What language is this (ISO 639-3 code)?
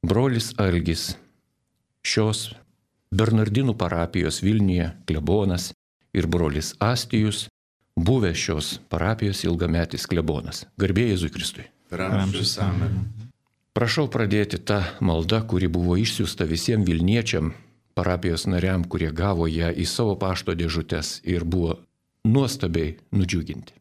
lit